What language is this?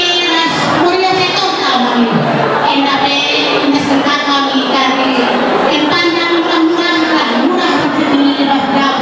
Batak Karo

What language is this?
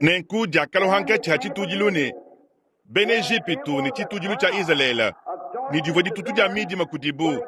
Luba-Lulua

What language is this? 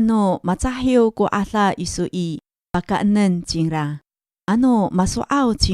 Amis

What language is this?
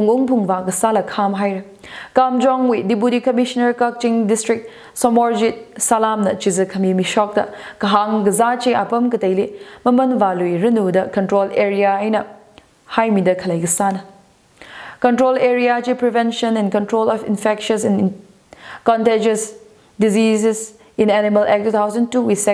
Tangkhul Naga (India)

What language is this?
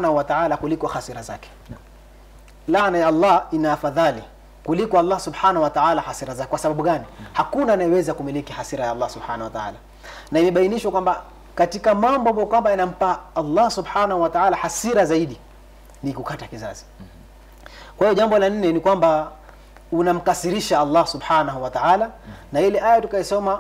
Swahili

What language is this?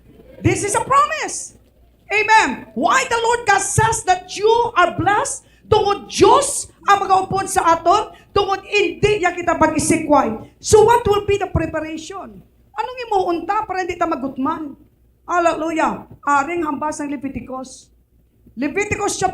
Hiligaynon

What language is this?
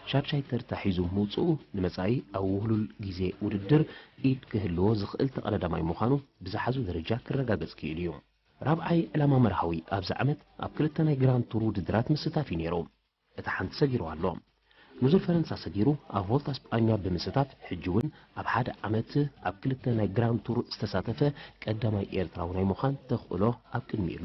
Tigrinya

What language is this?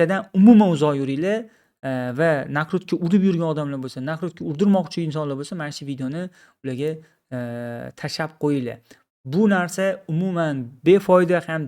Uzbek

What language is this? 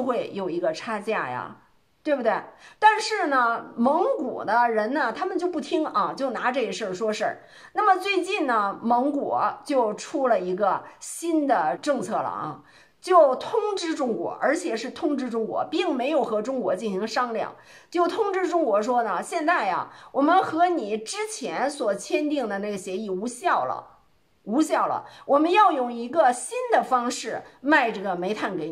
Chinese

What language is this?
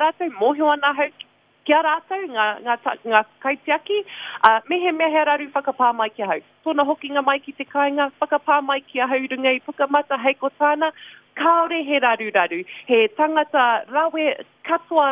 Māori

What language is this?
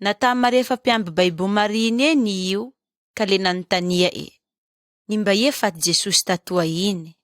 Malagasy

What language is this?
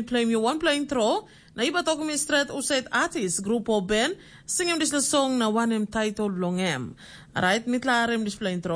Tok Pisin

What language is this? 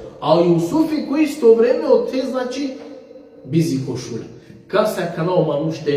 Balkan Romani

